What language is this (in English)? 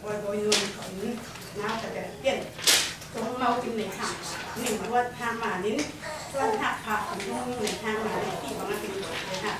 Falam Chin